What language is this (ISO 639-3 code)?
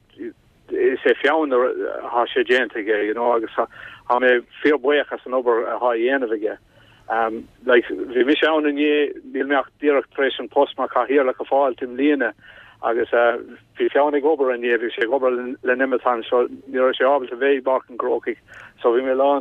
gle